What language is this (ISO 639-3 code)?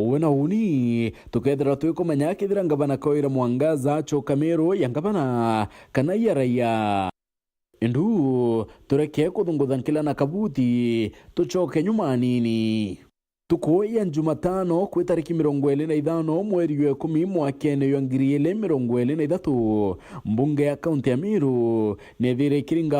mer